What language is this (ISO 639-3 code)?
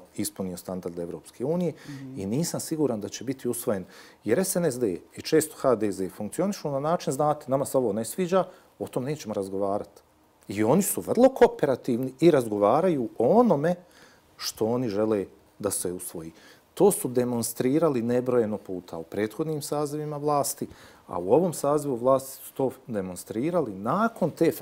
bos